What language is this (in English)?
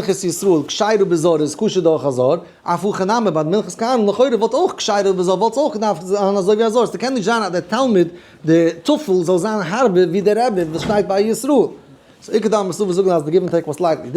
Yiddish